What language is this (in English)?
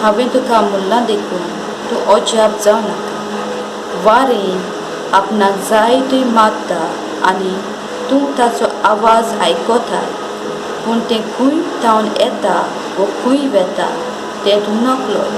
Konkani